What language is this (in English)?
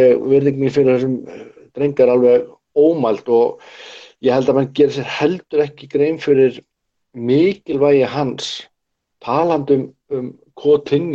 Icelandic